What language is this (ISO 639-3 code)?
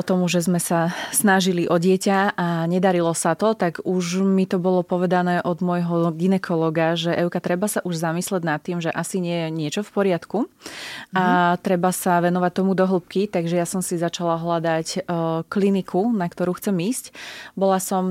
slk